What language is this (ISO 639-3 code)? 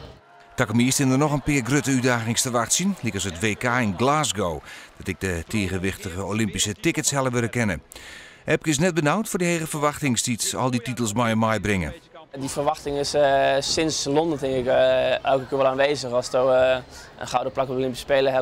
fry